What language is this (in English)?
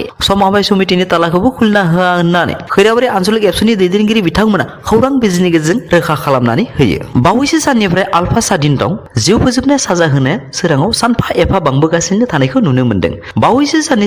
Bodo